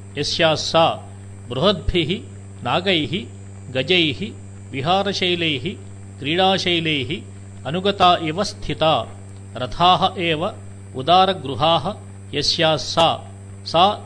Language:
Sanskrit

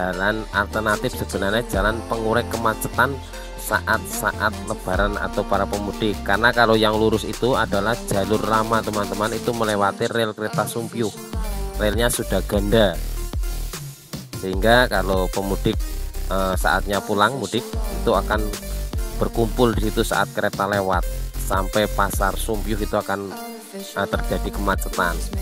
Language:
Indonesian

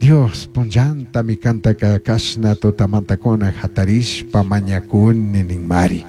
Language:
Chimborazo Highland Quichua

